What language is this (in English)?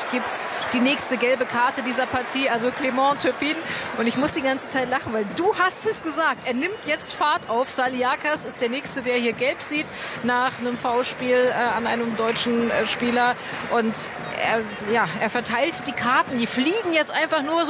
German